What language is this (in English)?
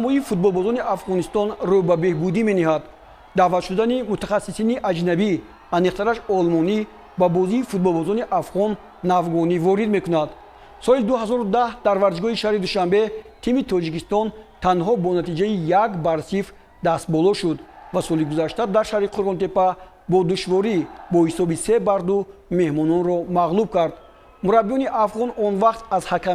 Tajik